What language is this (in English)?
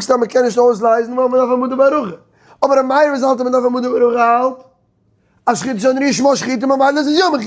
Yiddish